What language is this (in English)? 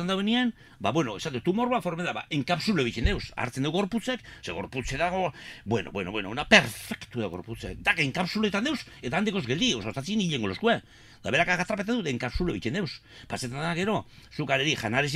Basque